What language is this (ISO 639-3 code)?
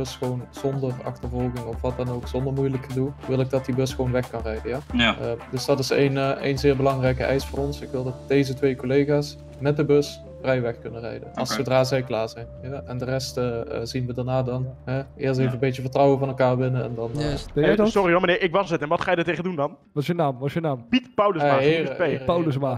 nld